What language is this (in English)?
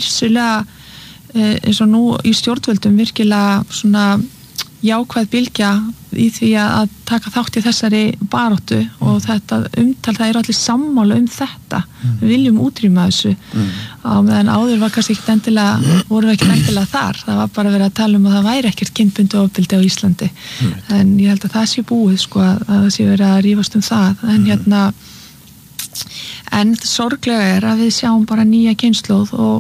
Icelandic